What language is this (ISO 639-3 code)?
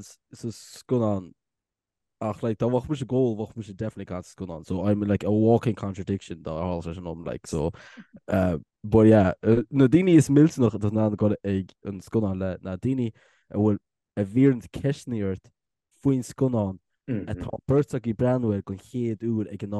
gle